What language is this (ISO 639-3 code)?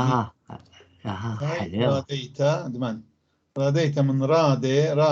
apc